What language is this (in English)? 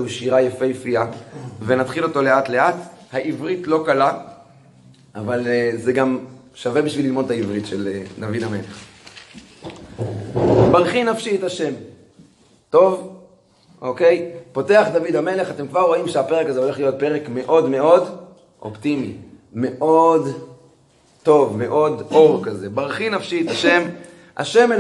Hebrew